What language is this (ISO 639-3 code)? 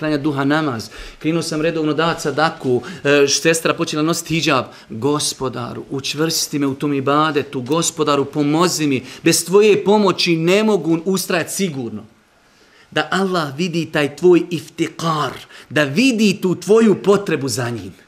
bos